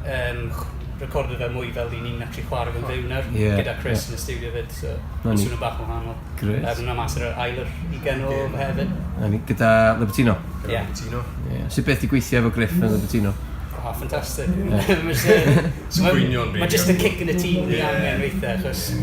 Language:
Welsh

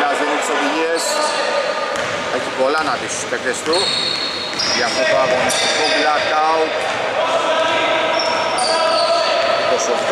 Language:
Greek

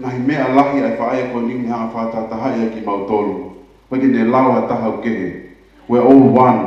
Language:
Tongan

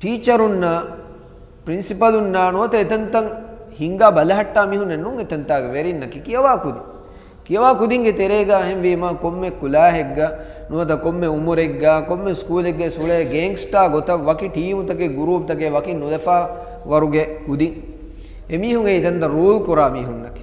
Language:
Divehi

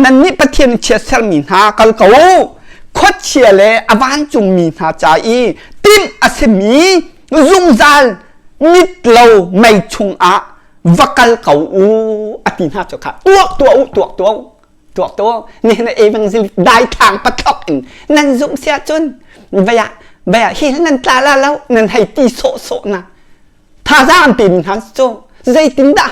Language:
Hakha Chin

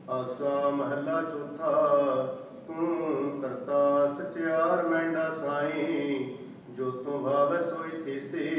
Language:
Punjabi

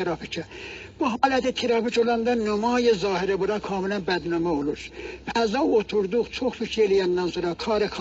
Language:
South Azerbaijani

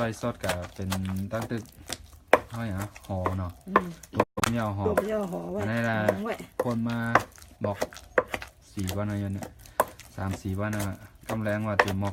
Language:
Shan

